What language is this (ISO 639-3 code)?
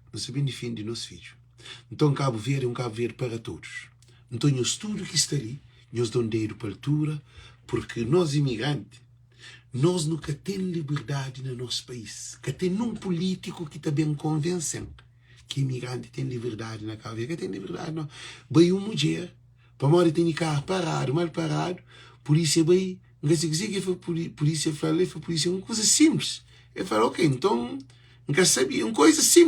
kea